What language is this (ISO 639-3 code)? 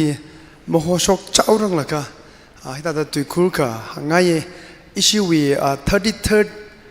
nmf